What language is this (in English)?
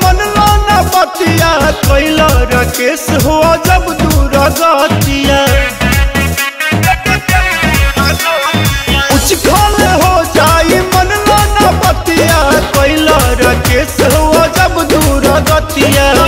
Bhojpuri